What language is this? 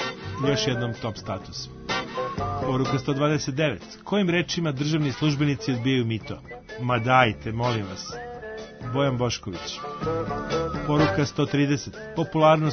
Serbian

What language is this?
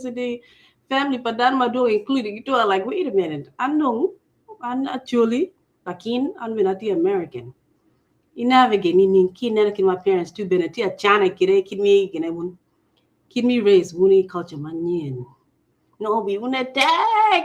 Acoli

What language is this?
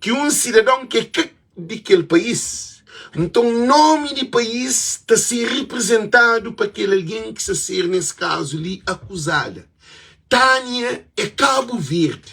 Kabuverdianu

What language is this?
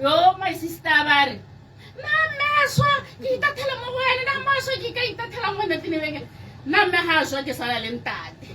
Tswana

